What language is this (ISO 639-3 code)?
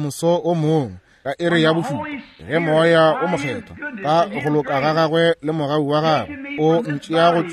nso